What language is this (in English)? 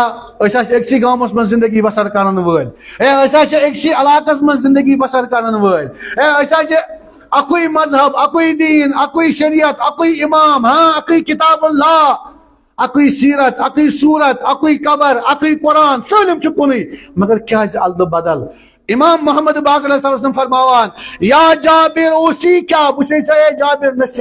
Kashmiri